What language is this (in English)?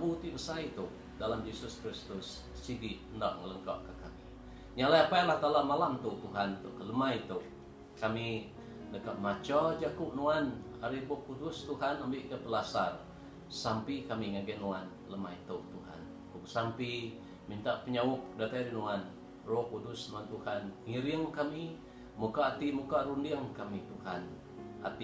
Iban